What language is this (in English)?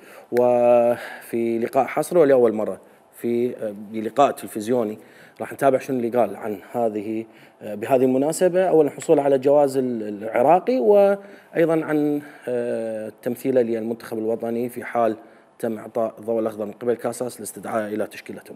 Mesopotamian Arabic